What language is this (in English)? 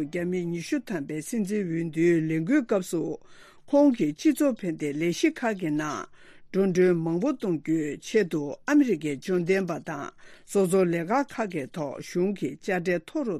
Tibetan